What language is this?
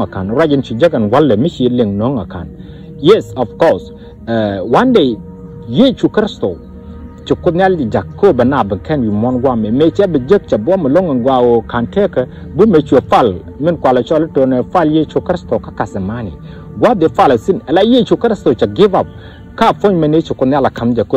Nuer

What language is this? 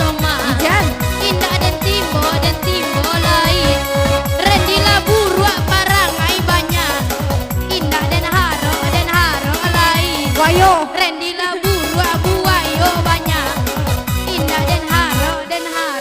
Minangkabau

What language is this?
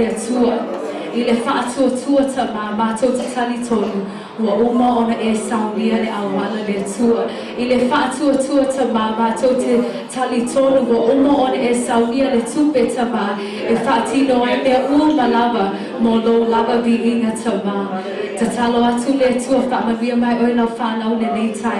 Samoan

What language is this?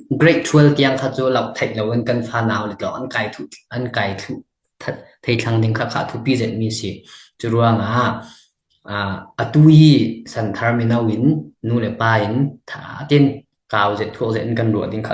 Falam Chin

